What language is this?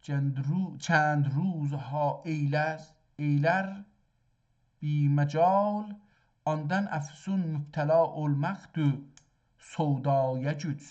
South Azerbaijani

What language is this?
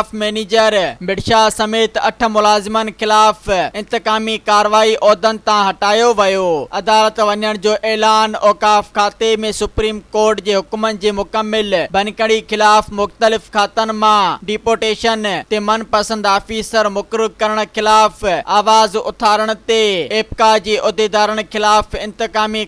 Sindhi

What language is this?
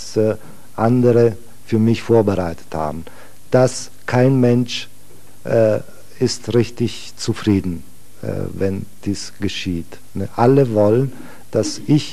German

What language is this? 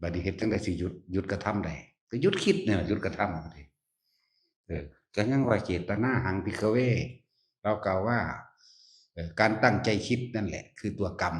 Northeastern Thai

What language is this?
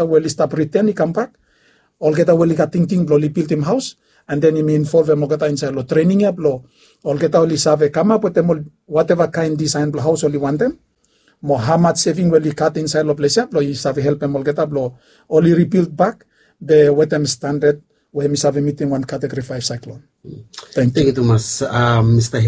Bislama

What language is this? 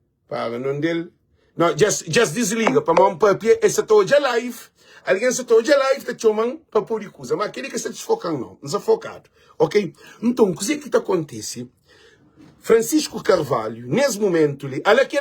Kabuverdianu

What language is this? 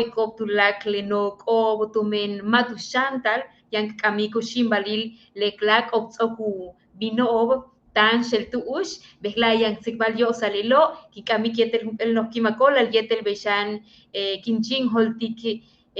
Yucateco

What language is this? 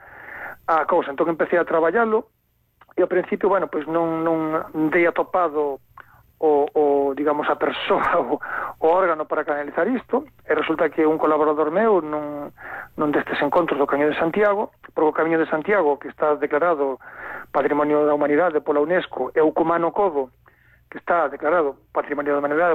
Galician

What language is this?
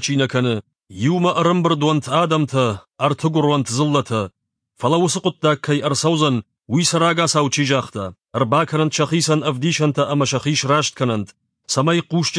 Ossetic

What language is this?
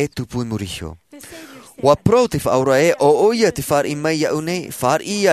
Tahitian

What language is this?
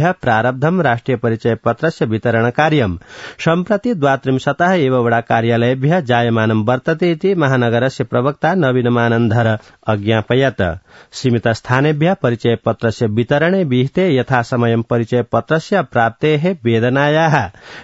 Sanskrit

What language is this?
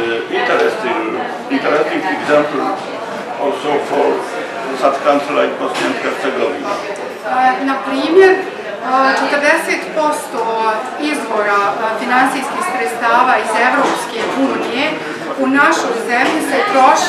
Bosnian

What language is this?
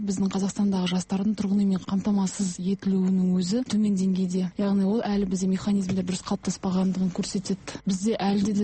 Kazakh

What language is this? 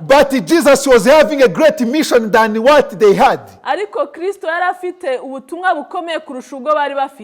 Kinyarwanda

